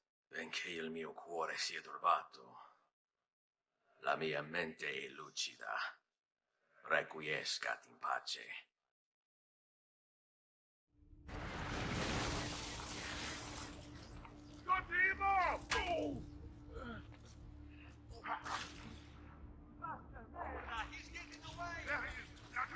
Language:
English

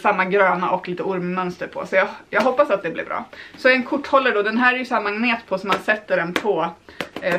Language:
Swedish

